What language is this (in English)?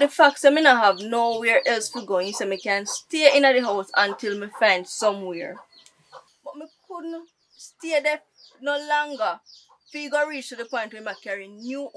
Jamaican Creole English